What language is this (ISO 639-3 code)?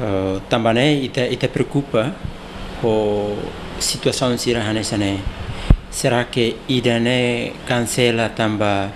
tet